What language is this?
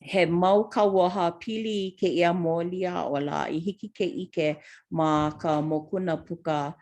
Hawaiian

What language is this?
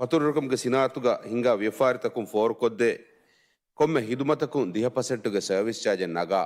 Divehi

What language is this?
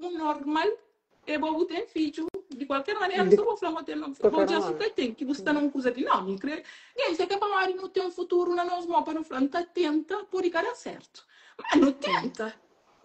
Kabuverdianu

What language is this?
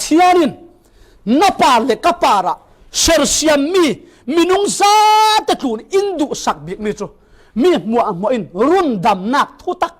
Falam Chin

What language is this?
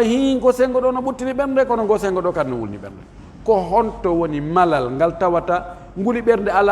Pular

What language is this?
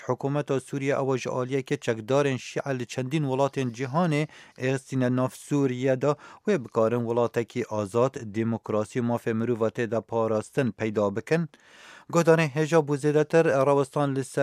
Kurdish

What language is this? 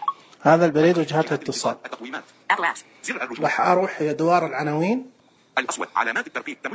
Najdi Arabic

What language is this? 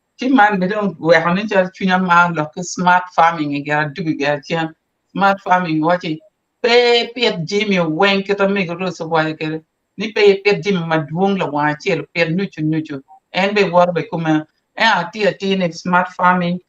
Acoli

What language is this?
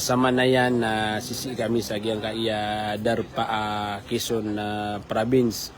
Maranao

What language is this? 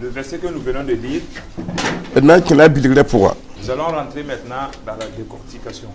Mossi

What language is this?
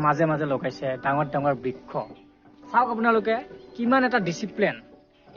Assamese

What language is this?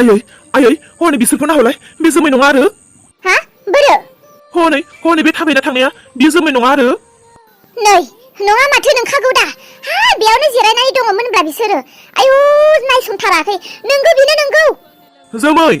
Bodo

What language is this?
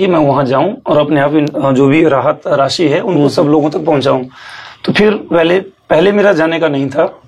Hindi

